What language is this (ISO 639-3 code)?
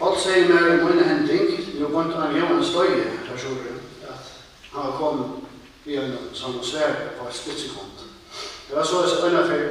fao